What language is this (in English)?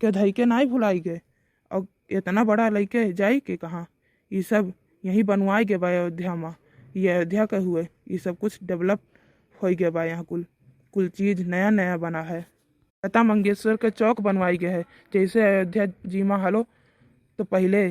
Awadhi